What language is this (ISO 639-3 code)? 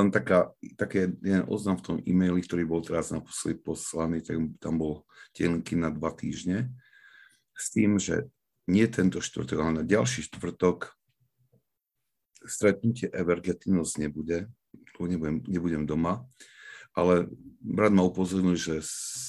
slk